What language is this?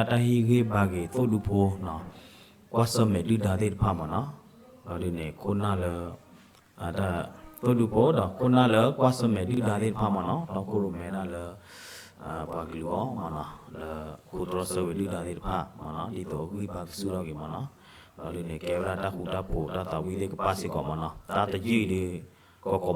S'gaw Karen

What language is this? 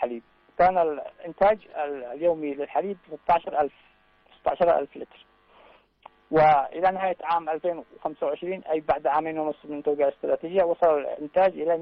Arabic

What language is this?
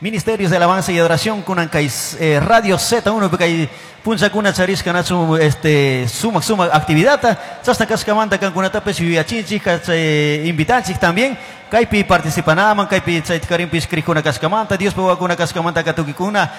Chimborazo Highland Quichua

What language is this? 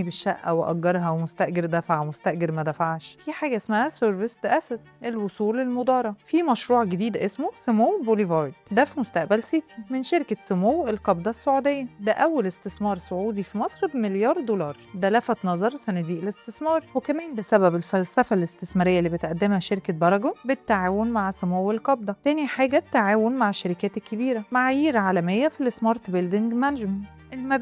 Egyptian Arabic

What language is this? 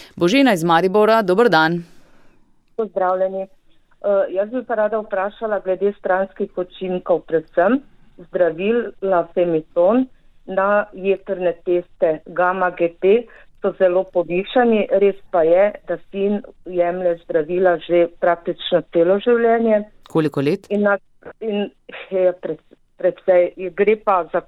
Slovenian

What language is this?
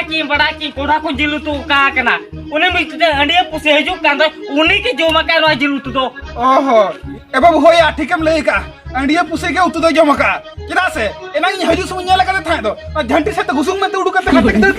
Santali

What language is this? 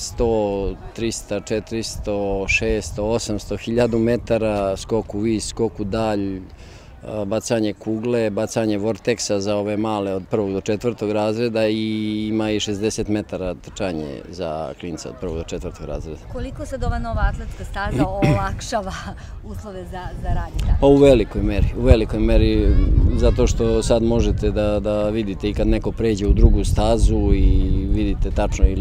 Serbian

